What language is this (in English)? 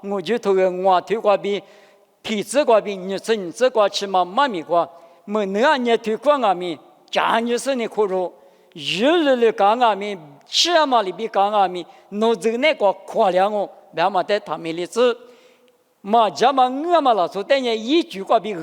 Lisu